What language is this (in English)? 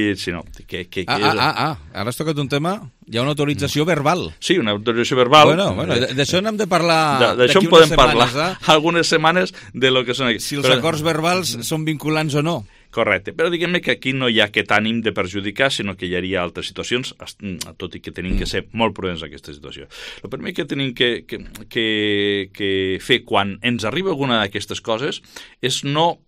Catalan